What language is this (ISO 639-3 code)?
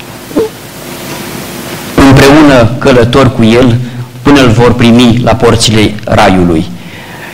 ron